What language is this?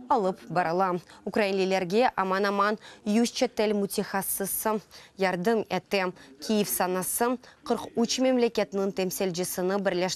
Crimean Tatar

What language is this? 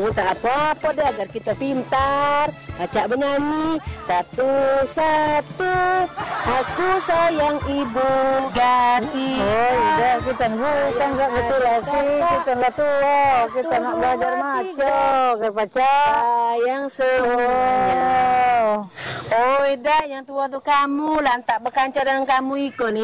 Musi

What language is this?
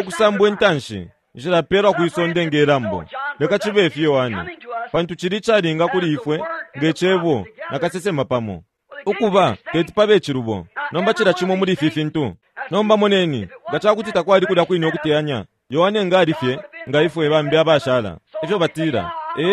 Bemba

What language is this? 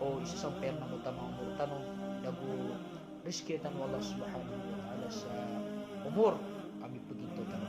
Maranao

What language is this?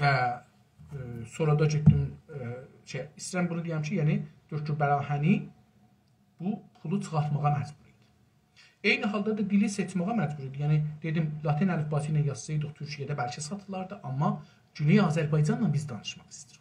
South Azerbaijani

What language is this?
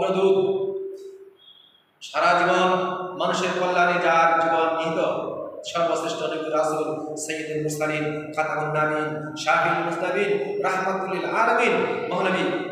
Bangla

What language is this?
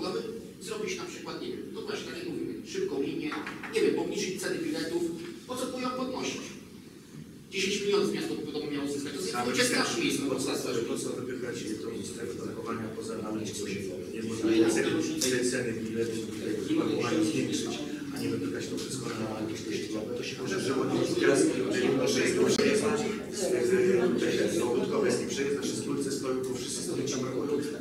Polish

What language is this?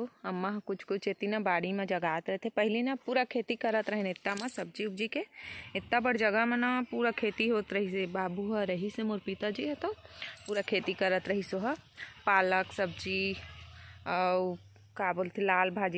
Chhattisgarhi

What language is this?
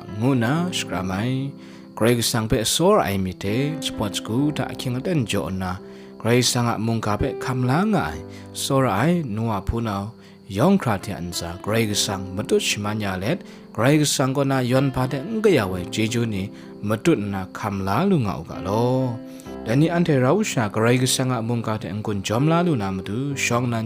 Kachin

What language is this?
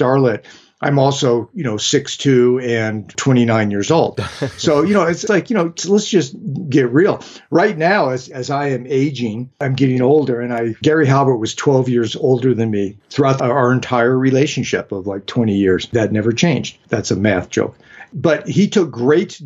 English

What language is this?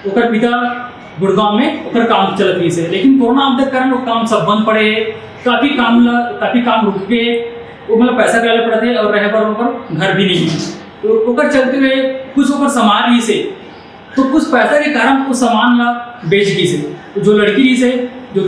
Chhattisgarhi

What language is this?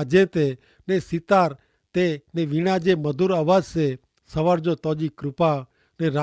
Kachhi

